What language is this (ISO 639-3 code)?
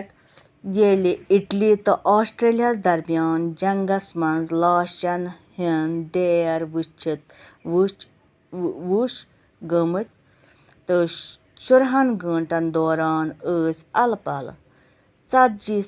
kas